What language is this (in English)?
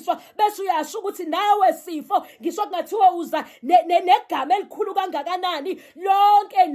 Zulu